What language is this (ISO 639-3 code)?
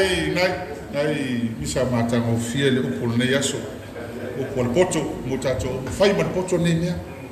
smo